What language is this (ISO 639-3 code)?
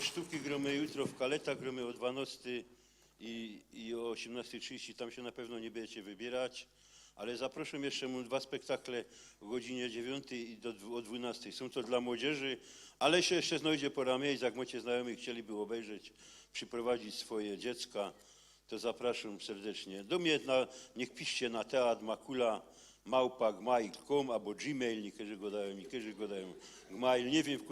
szl